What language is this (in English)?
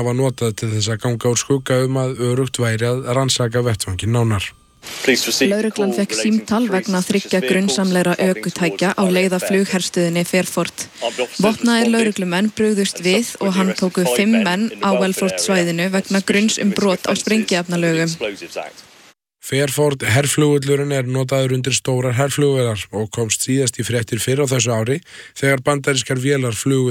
Icelandic